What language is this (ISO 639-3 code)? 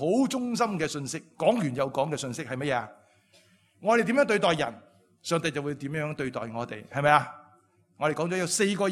yue